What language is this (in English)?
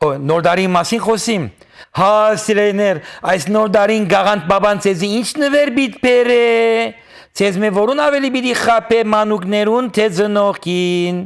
Western Armenian